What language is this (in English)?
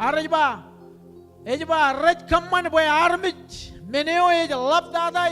Marshallese